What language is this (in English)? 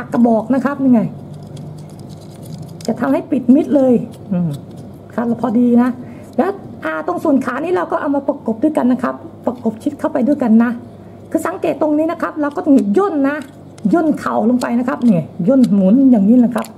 Thai